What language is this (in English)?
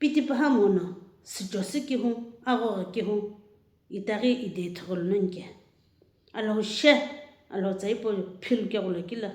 Sumi Naga